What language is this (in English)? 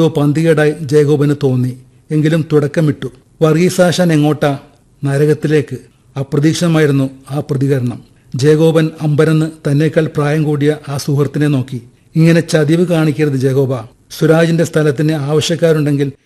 Malayalam